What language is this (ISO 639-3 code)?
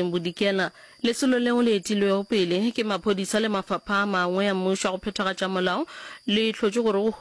nso